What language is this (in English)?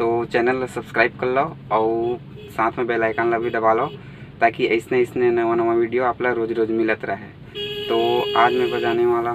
Chhattisgarhi